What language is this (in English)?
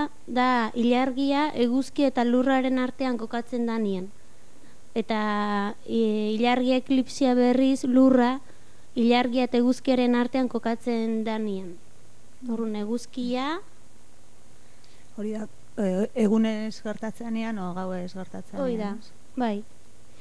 Basque